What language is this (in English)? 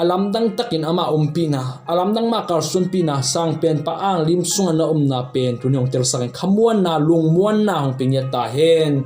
Tedim Chin